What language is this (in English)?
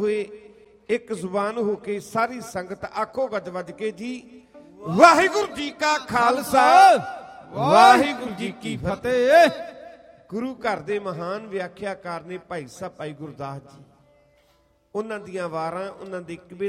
Punjabi